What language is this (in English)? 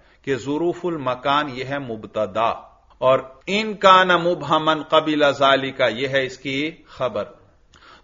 Urdu